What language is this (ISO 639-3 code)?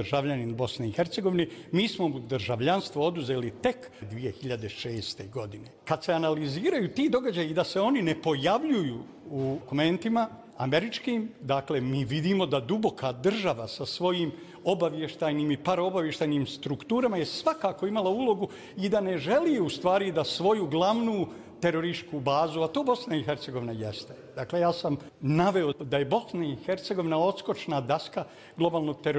srp